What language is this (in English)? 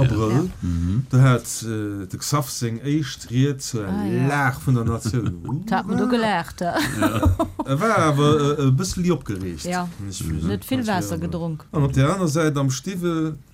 Luxembourgish